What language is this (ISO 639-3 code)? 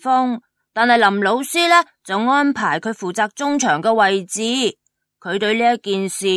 yue